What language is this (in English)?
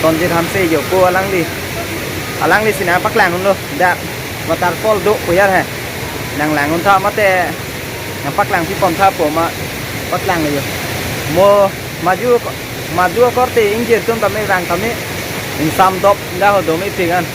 Karbi